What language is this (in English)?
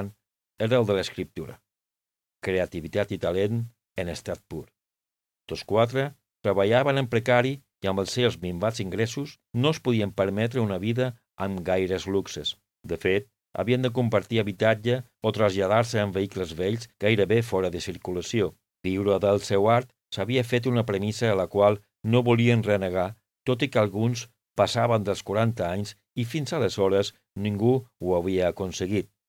Catalan